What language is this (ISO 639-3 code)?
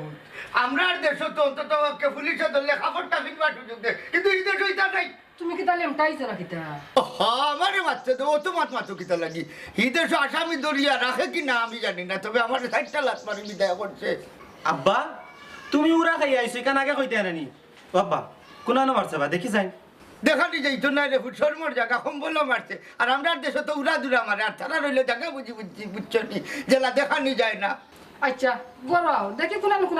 syl